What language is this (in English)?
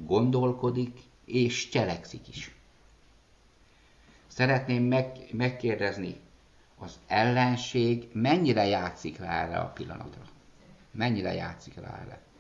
Hungarian